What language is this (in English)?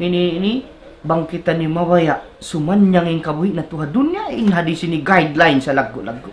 Tausug